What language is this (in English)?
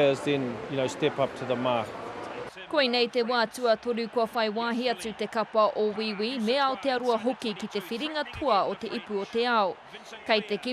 Māori